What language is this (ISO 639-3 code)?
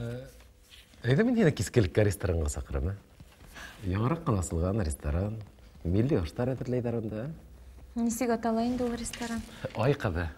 bak